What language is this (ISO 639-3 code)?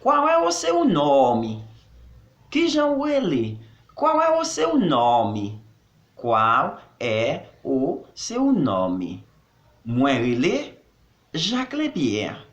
hat